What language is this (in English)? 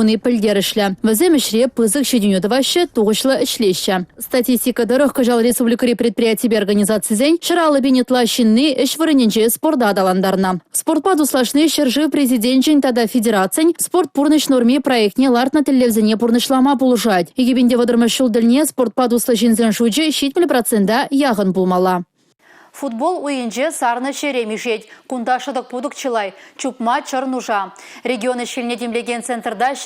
Chuvash